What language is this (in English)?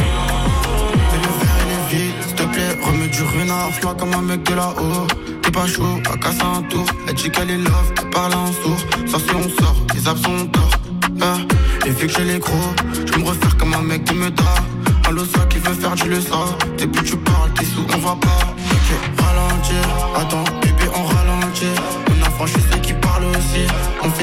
French